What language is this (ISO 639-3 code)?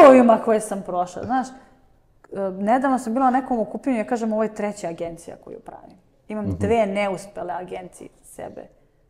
srp